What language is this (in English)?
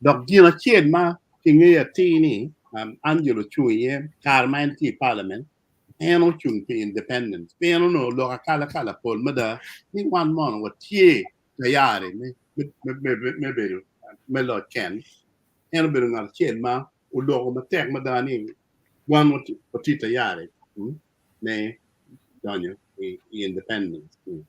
Acoli